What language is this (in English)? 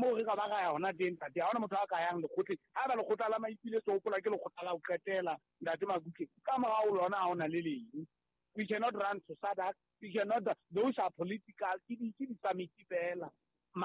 Southern Sotho